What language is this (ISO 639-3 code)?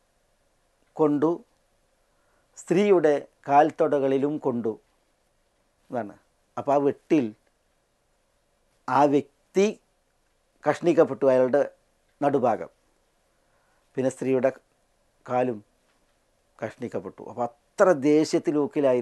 mal